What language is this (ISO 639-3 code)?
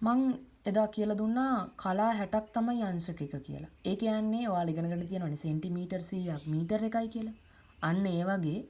sin